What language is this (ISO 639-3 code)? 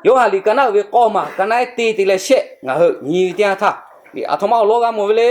lhu